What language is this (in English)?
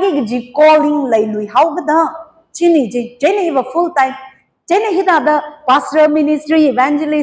Tangkhul Naga (India)